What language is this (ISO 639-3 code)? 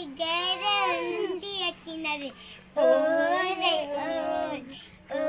hne